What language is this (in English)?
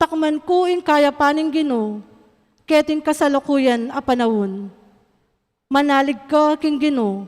Pampanga